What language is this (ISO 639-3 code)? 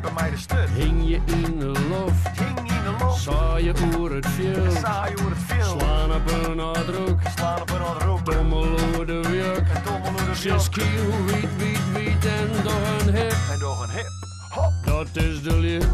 fry